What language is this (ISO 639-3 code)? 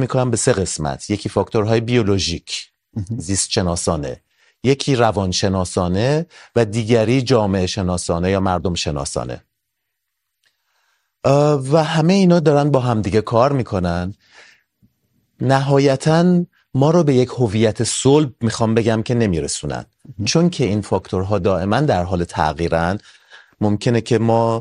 fas